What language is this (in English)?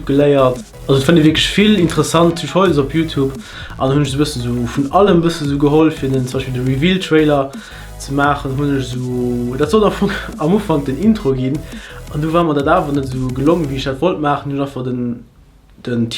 Luxembourgish